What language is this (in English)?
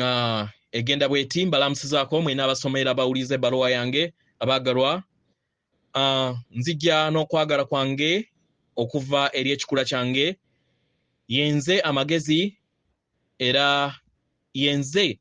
Ganda